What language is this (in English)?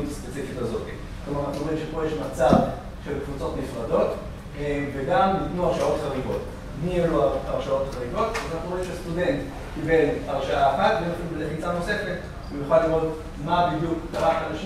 Hebrew